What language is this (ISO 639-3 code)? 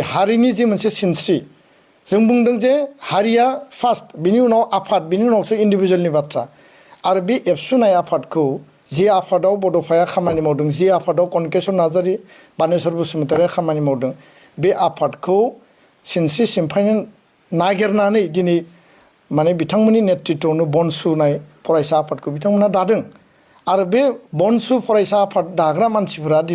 brx